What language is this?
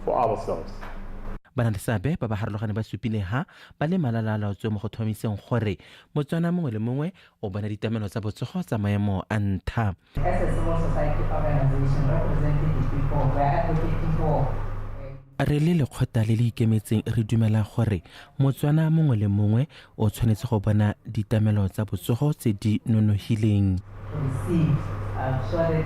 Tswana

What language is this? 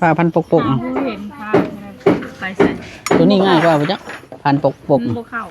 Northeastern Thai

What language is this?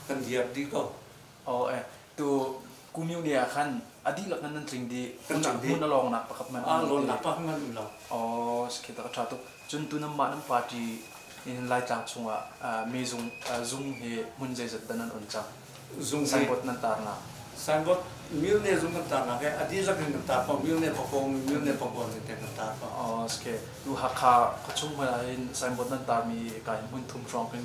Hakha Chin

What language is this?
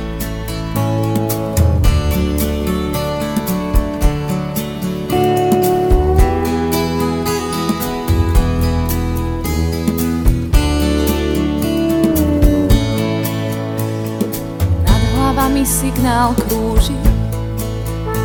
Slovak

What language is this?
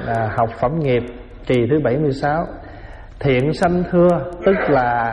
Vietnamese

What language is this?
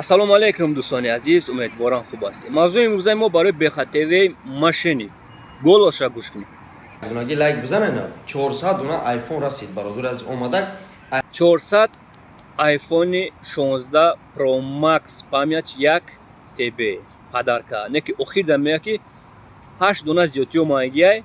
Tajik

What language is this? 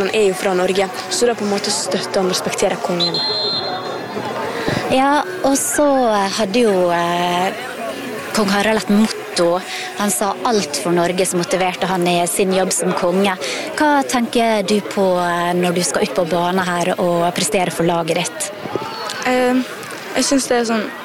Norwegian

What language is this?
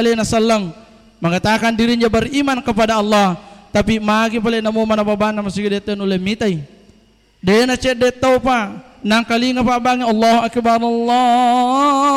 Buginese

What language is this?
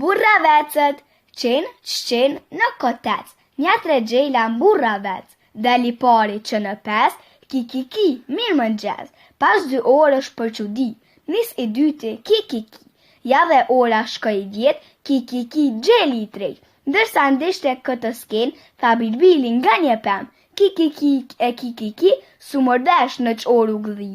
Albanian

